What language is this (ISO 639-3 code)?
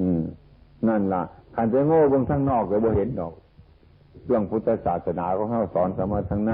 tts